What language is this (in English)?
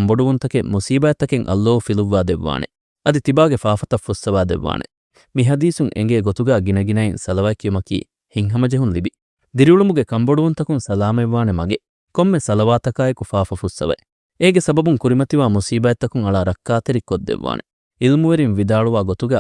Divehi